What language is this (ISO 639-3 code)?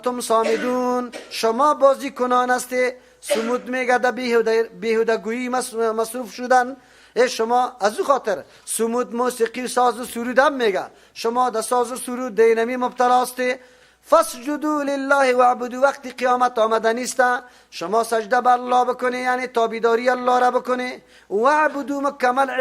fas